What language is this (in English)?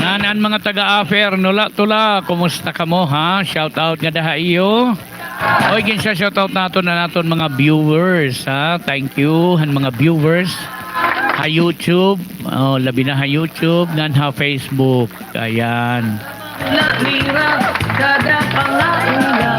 Waray